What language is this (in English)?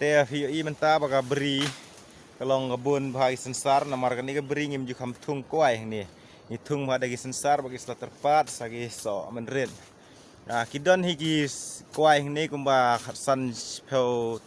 Khasi